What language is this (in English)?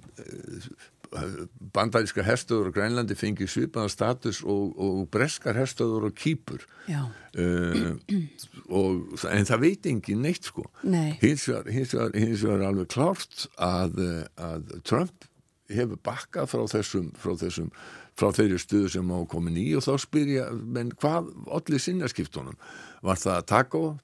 Icelandic